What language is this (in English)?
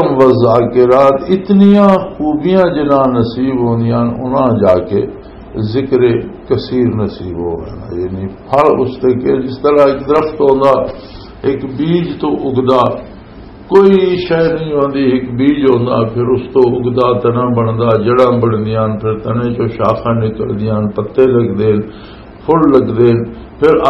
Western Panjabi